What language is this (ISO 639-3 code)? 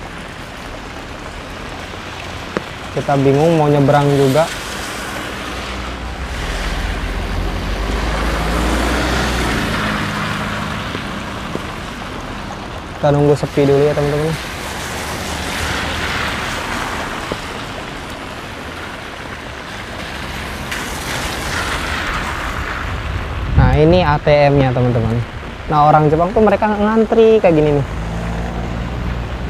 ind